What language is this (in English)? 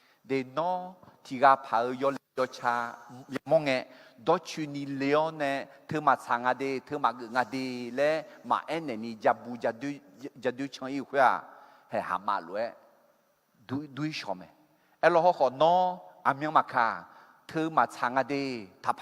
Akha